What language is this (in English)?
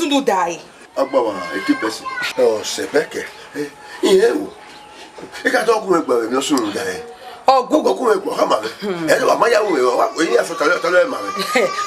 Bini